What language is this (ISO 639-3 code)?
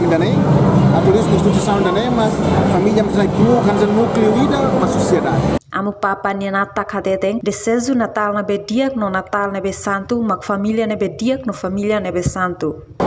tet